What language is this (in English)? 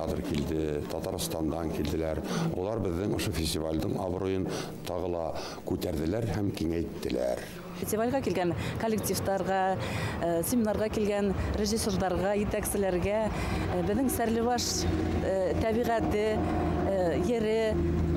Bashkir